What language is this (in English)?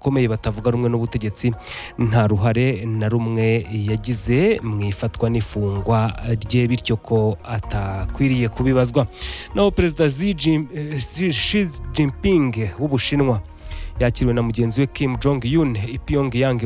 Kinyarwanda